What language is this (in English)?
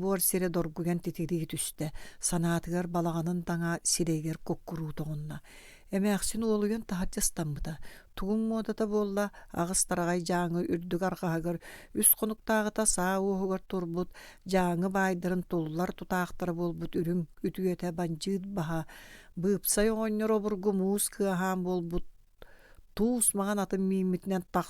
Yakut